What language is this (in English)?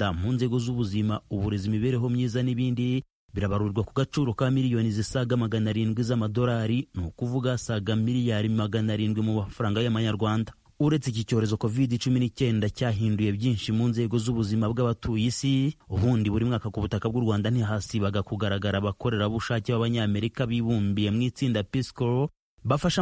Kinyarwanda